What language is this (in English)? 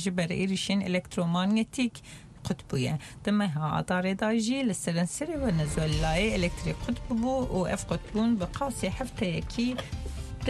Central Kurdish